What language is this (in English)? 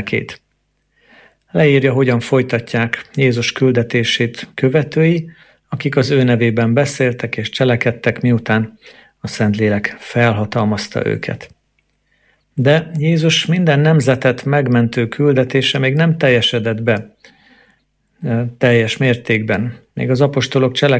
Hungarian